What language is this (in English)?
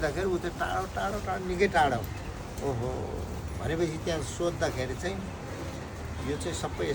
Nepali